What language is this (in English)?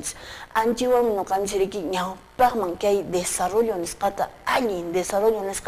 Quechua